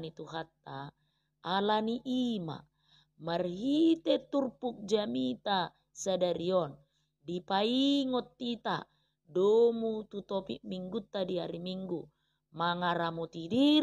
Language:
Batak Toba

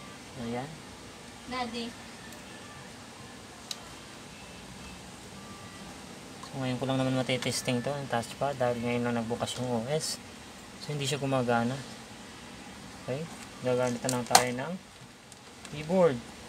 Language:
Filipino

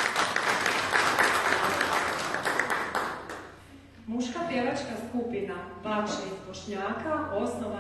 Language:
Croatian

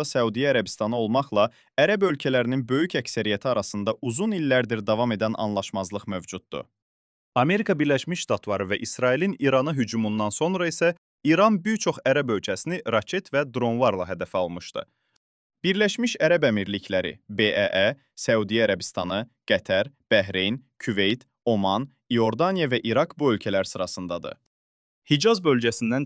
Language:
Azerbaijani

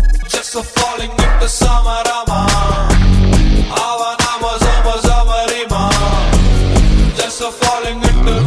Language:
Kannada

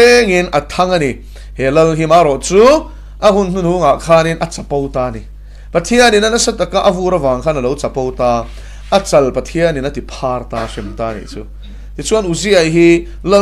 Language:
Mizo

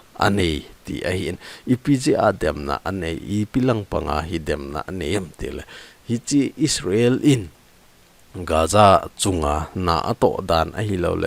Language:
Thado Chin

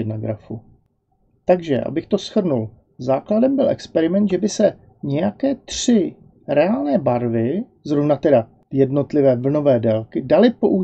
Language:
Czech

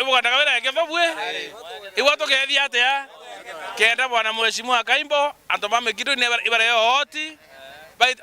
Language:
Meru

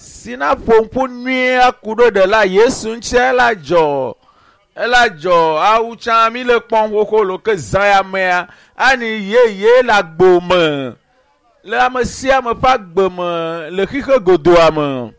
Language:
Ewe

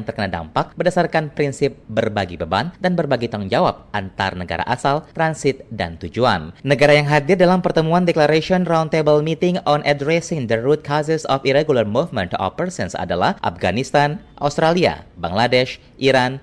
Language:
Indonesian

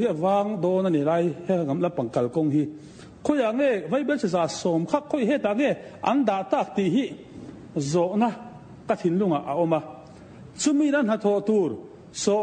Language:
Mizo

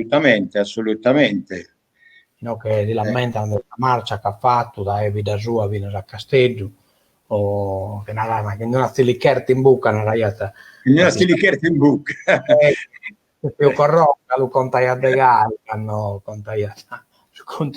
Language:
Sardinian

